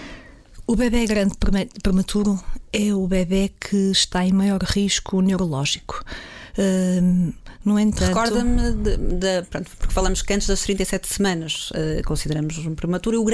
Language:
Portuguese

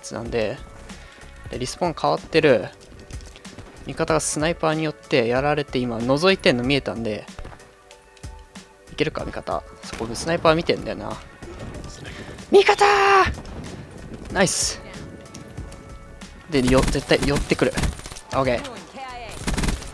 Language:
Japanese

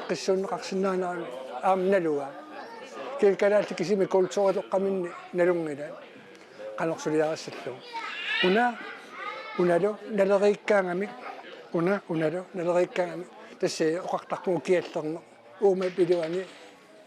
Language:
Kalaallisut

